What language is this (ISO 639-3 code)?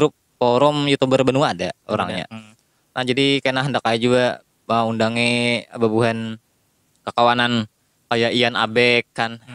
bjn